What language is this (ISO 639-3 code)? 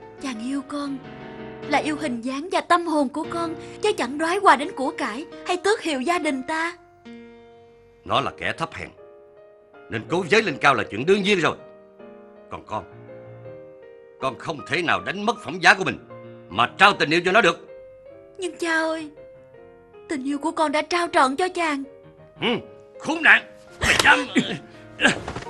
vie